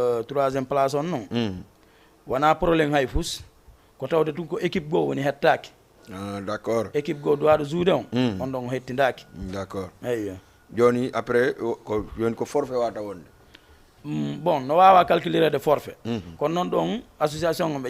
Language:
Fula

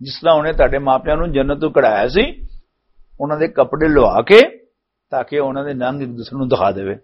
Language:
Western Panjabi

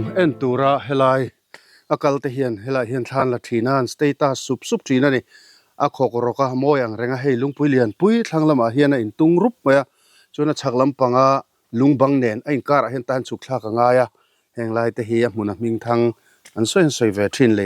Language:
Mizo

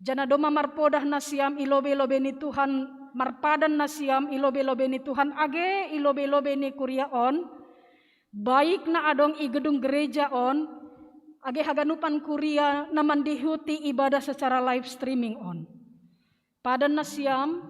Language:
Batak Simalungun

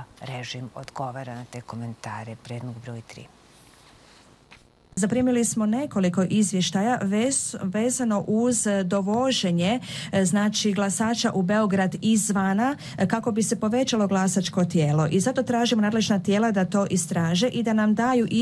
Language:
Serbian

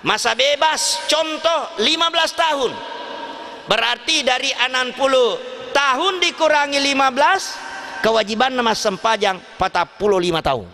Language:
Buginese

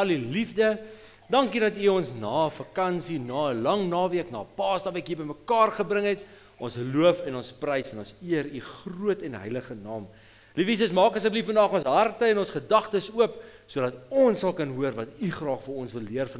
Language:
Afrikaans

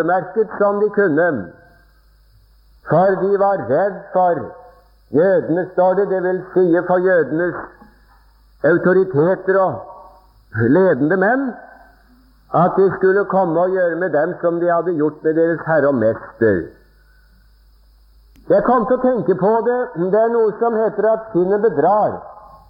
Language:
Norwegian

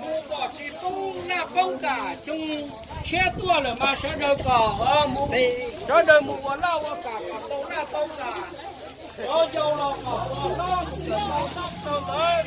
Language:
Hmong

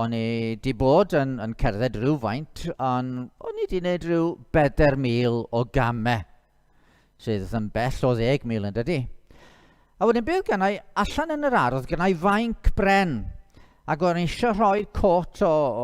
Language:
Welsh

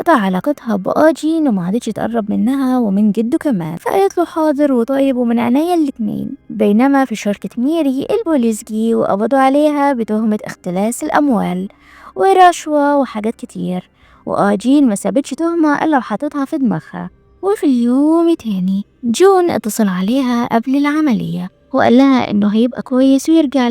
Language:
Egyptian Arabic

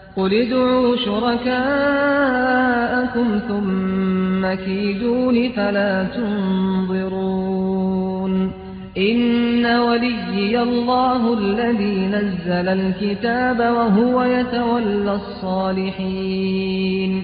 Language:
Arabic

